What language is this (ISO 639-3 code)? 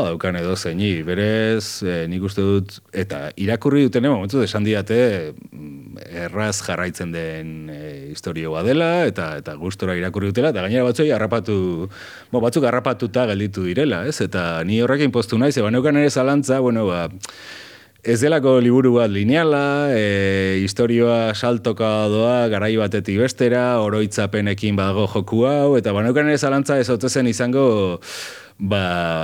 eus